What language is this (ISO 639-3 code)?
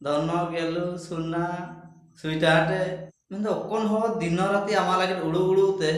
hoc